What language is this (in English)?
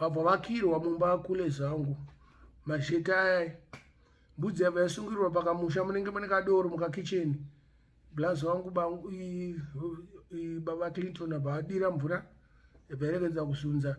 Shona